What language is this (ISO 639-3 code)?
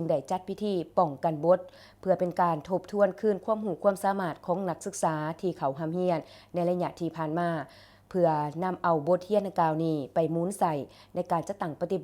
lao